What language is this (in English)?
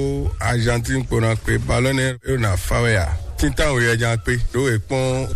Fon